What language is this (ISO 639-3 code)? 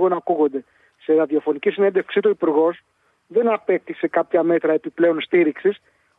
ell